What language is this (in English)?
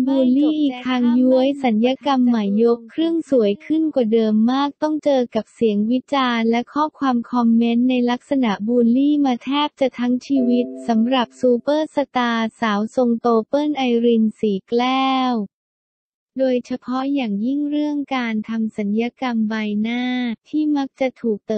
Thai